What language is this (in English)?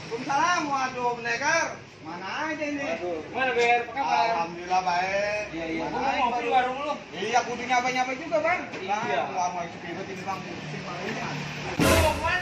Betawi